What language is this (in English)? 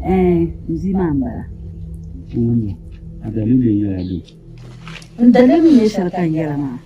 Dagbani